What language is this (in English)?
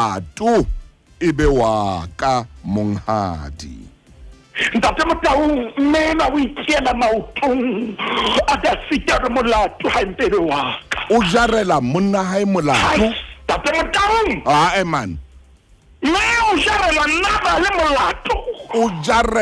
Southern Sotho